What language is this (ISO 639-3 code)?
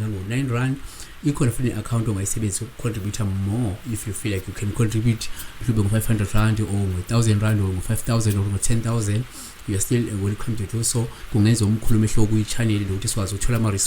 zul